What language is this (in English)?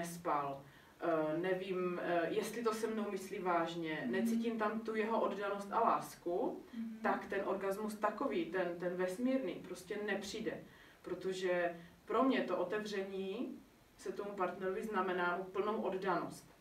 Czech